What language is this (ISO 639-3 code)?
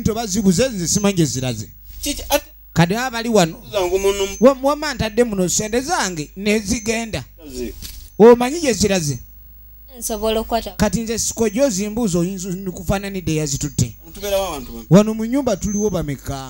lug